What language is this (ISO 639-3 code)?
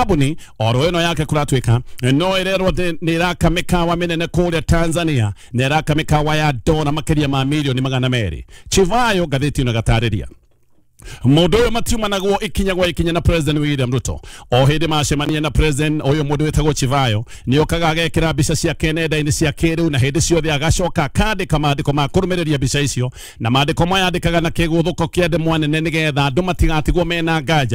kik